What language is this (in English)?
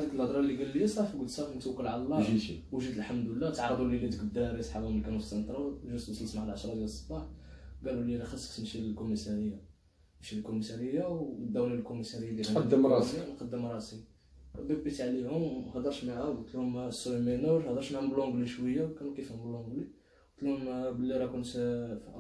Moroccan Arabic